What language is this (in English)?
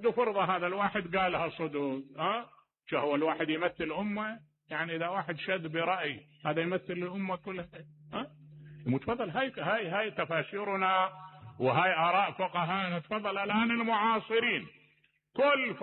Mesopotamian Arabic